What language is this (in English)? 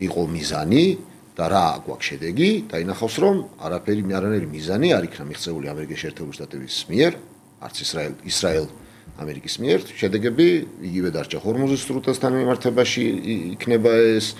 Georgian